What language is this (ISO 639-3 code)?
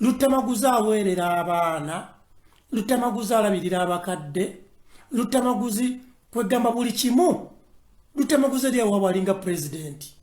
lug